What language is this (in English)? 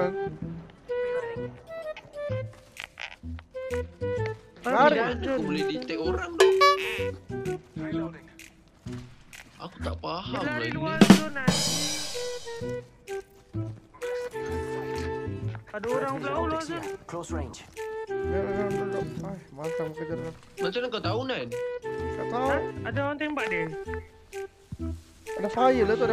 Malay